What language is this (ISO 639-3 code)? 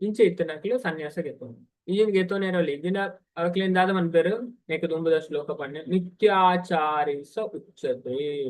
tcy